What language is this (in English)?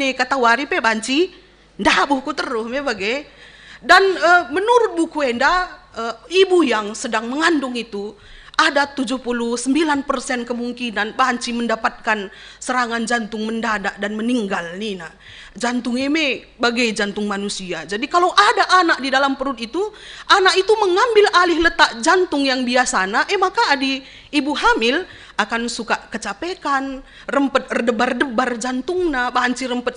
Batak Karo